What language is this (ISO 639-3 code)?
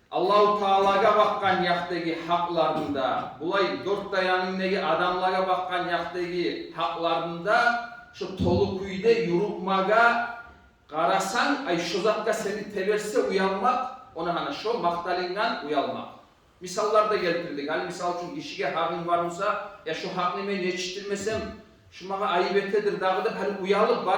kum